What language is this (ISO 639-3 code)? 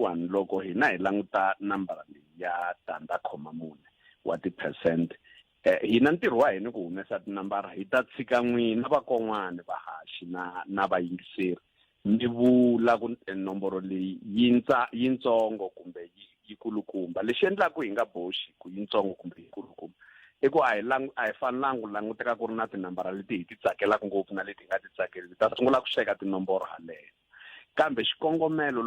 tso